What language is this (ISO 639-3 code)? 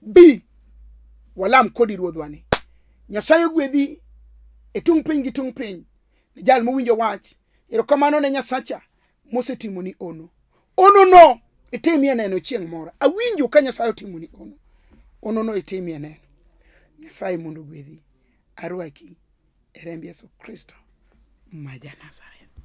luo